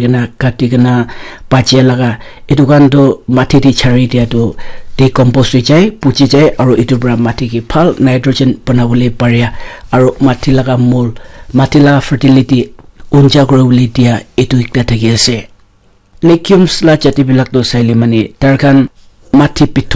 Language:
Naga Pidgin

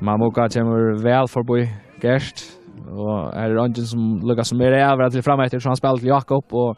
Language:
Faroese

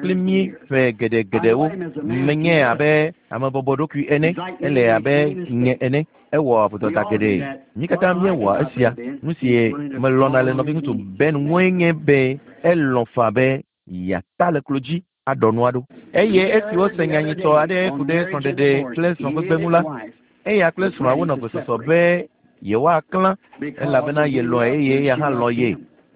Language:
Ewe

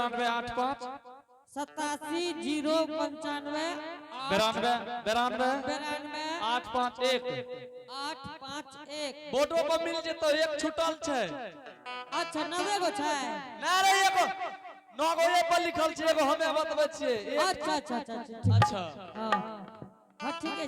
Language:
Angika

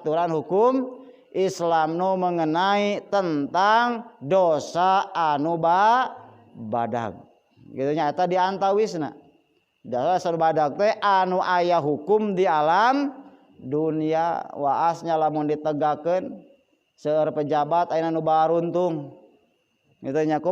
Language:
Sundanese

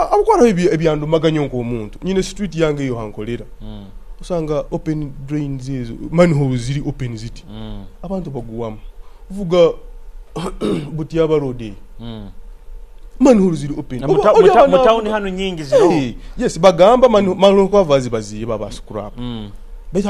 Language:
Nyoro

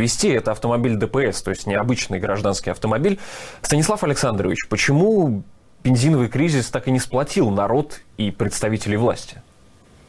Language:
Russian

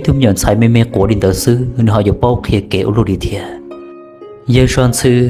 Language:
Hmong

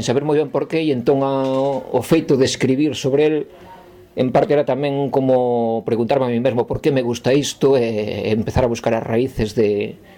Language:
Galician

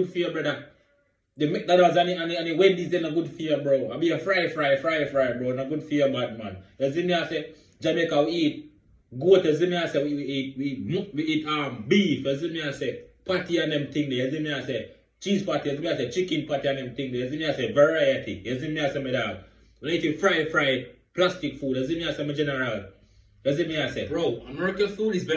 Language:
Jamaican Creole English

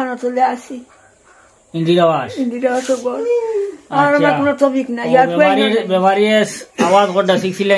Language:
Sylheti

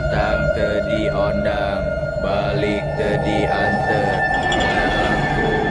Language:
Sundanese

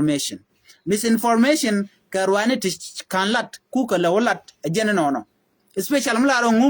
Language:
Nuer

